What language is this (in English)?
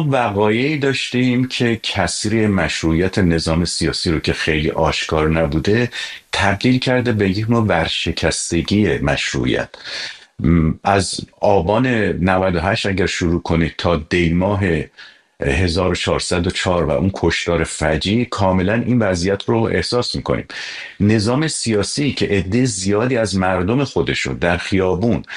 Persian